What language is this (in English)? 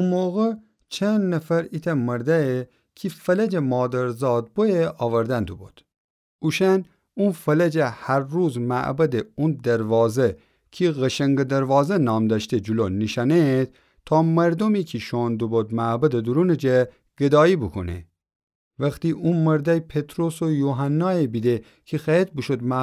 Gilaki